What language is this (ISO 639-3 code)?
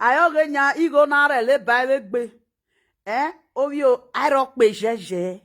pcm